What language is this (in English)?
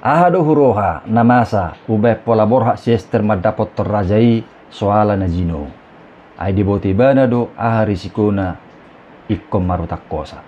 Batak Toba